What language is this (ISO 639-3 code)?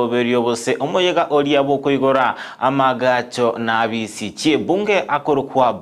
guz